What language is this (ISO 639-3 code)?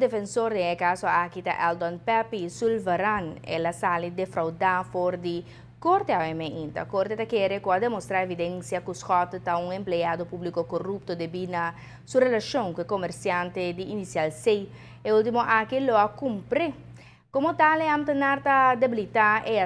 pap